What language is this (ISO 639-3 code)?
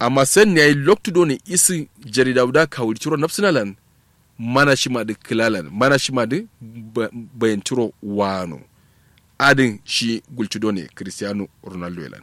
kau